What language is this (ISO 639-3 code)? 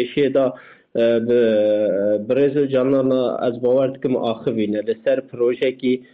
kur